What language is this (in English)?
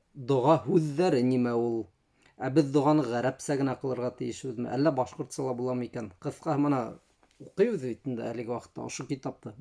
Bashkir